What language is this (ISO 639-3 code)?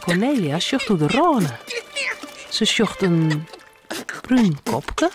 fry